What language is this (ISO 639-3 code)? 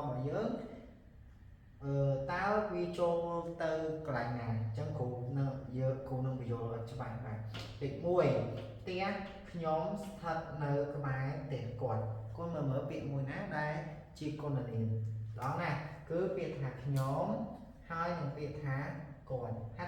khm